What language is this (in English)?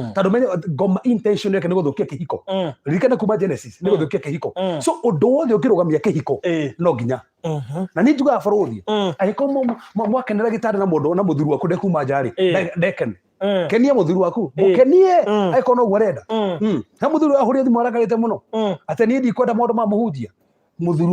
Kikuyu